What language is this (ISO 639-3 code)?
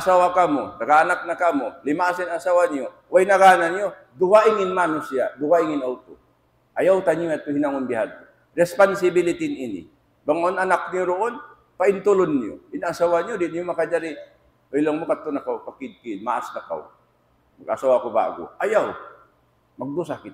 tsg